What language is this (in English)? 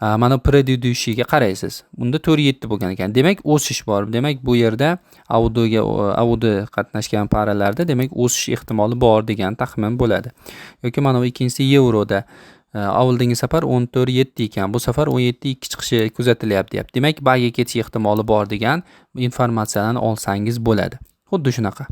Uzbek